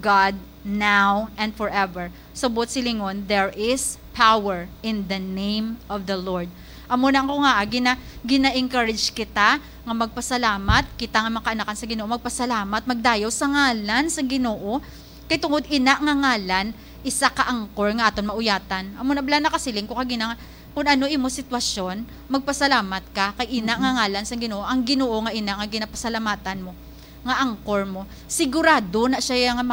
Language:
Hiligaynon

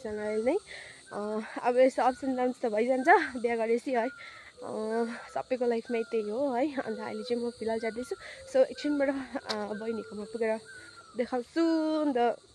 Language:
Nepali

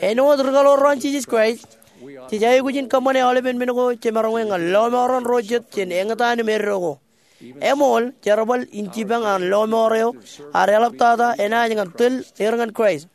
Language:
Marshallese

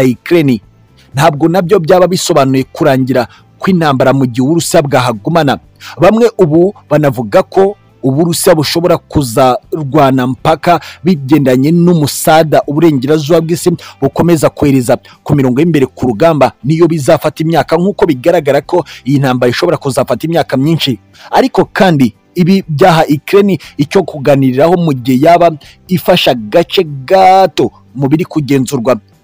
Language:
Kinyarwanda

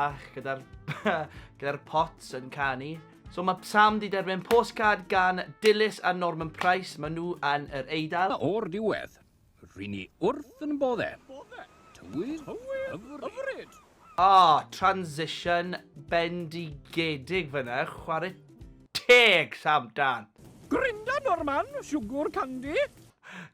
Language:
Welsh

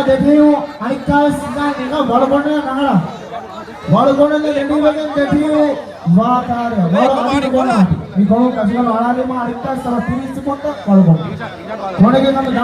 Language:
Divehi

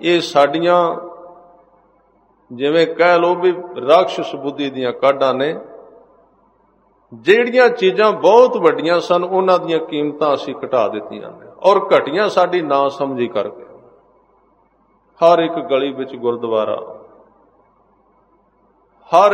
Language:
Punjabi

